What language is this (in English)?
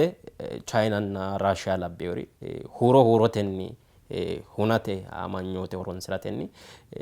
Sidamo